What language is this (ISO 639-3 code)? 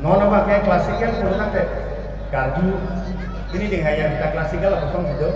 mjw